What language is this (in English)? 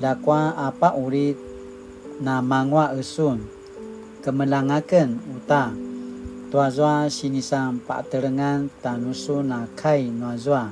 Paiwan